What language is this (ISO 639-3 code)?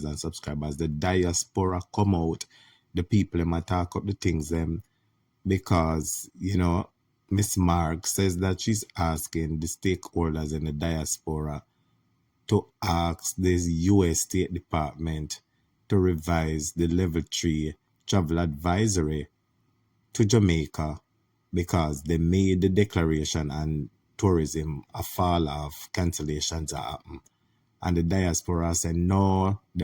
jam